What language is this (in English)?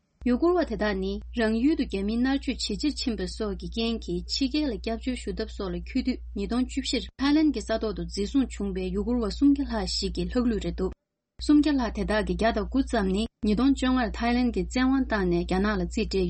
Tibetan